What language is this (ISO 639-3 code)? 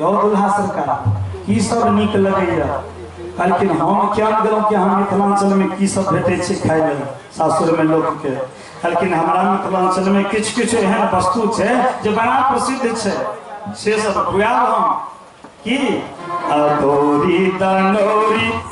mai